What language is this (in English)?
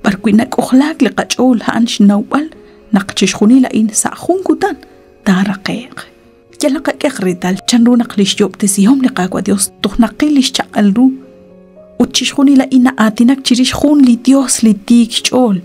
Kekchí